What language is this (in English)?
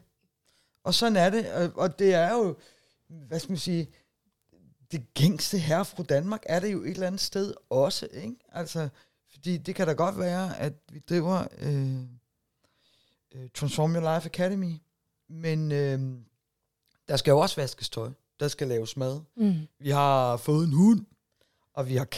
Danish